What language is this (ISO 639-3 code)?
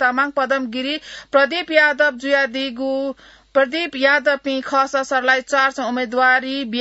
new